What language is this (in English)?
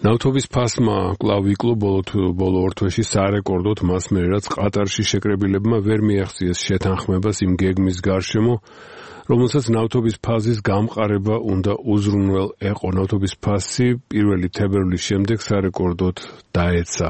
Georgian